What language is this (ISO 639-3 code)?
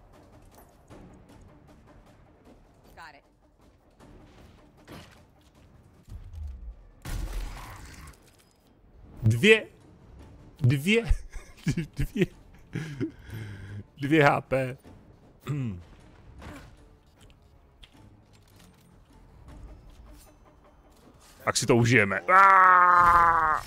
ces